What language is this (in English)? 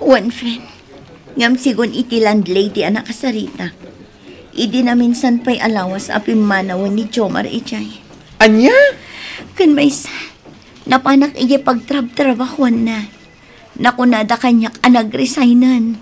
Iloko